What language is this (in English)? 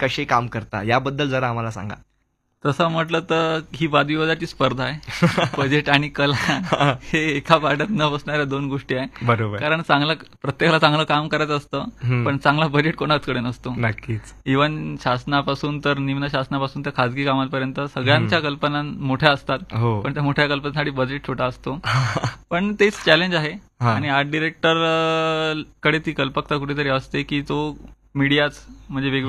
Marathi